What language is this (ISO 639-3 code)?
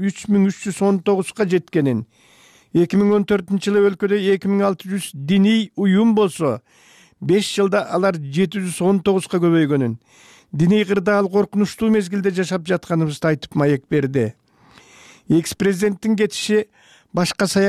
kir